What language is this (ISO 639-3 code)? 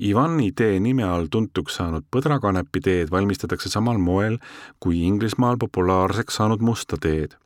est